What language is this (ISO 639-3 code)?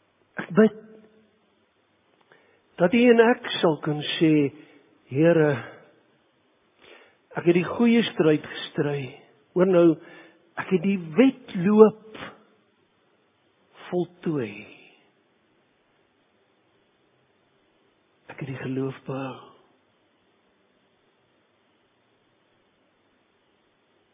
afr